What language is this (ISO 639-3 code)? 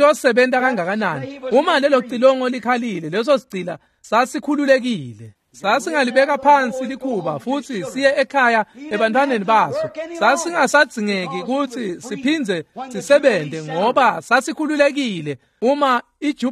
ssw